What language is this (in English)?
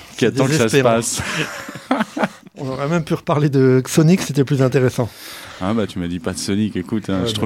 French